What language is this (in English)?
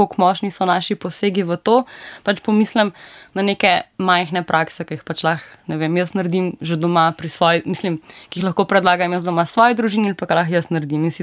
Slovenian